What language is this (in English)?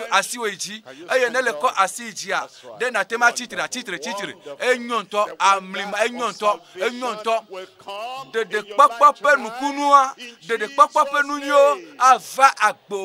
Ewe